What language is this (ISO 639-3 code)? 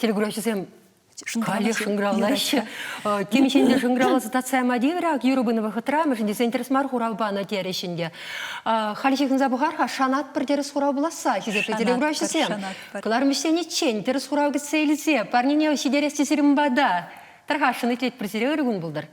chv